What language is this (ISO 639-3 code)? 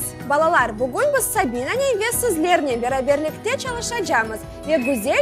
crh